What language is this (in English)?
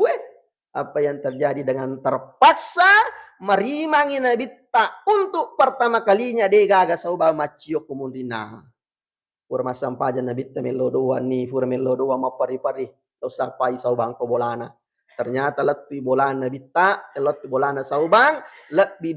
Buginese